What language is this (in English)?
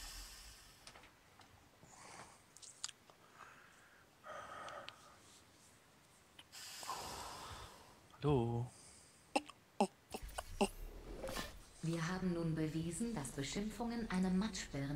German